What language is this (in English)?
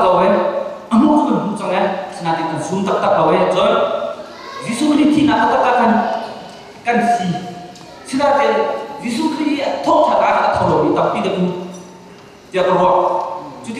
Hakha Chin